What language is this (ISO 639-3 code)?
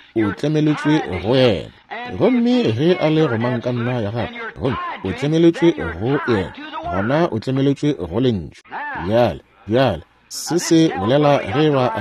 nso